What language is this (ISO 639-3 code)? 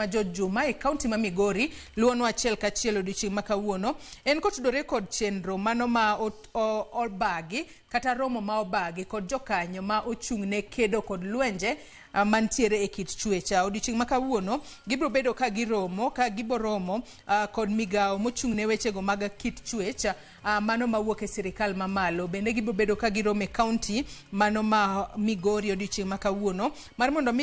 luo